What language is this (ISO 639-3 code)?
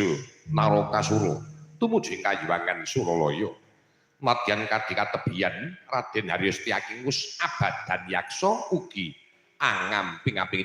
jav